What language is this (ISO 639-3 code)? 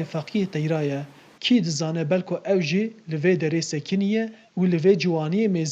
kur